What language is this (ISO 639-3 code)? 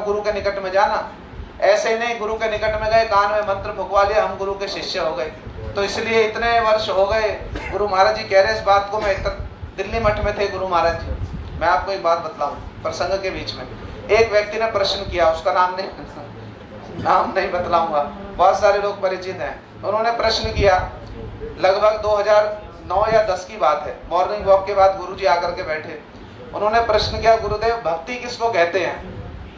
hin